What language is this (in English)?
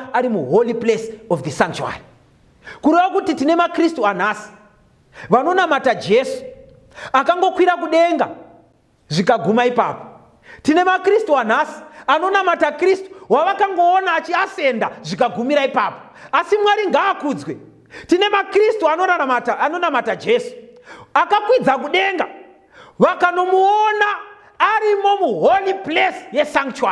Shona